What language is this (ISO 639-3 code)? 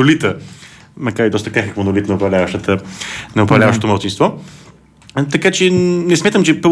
bul